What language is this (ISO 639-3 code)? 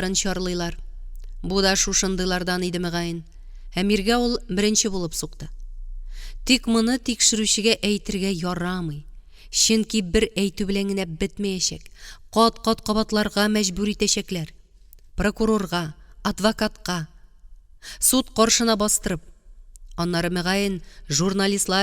tat